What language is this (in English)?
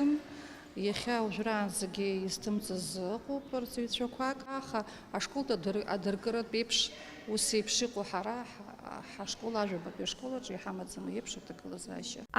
Abkhazian